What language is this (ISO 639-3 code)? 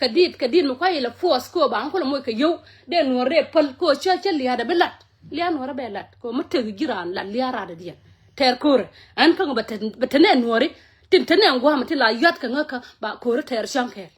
nus